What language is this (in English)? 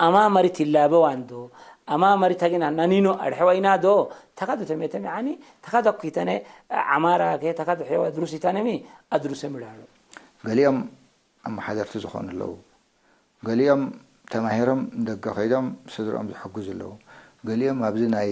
Tigre